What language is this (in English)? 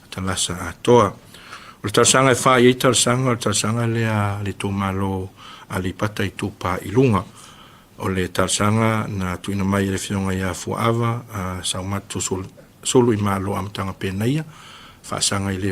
Samoan